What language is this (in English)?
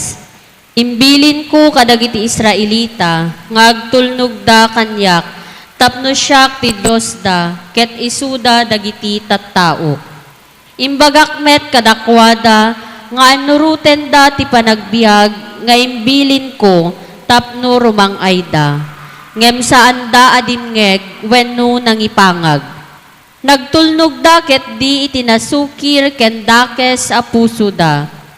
Iloko